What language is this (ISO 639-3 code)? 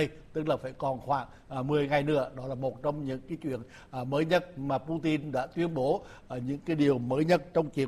vie